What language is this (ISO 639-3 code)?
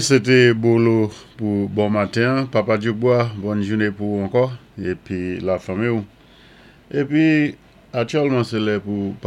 acf